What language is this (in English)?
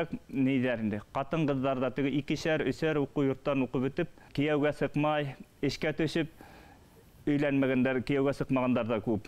Bashkir